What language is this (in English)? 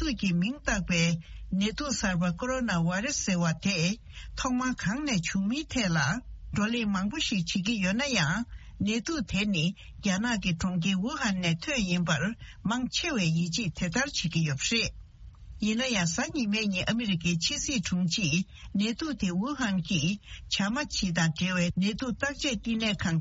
Tibetan